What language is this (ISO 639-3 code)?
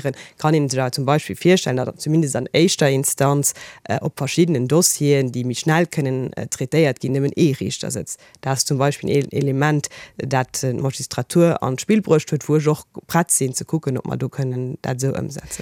ltz